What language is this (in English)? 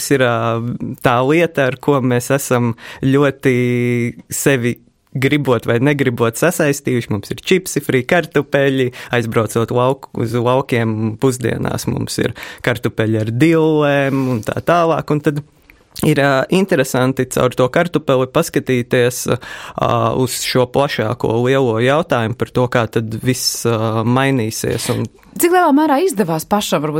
Latvian